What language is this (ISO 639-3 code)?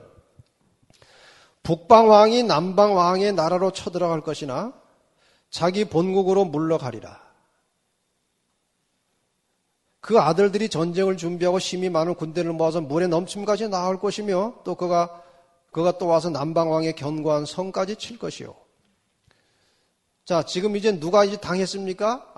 kor